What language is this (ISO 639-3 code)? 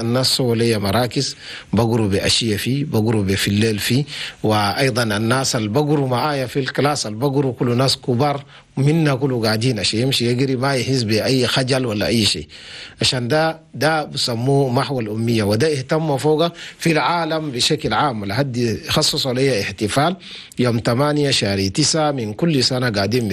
shu